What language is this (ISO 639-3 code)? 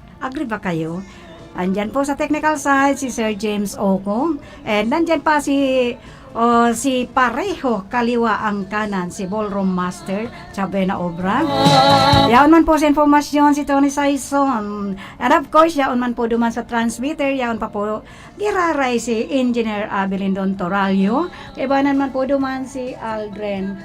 bik